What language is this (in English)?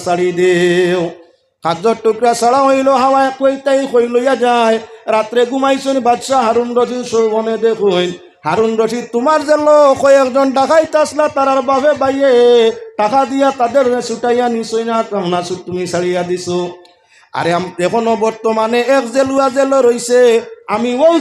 Sylheti